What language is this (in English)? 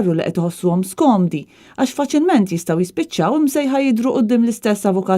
Maltese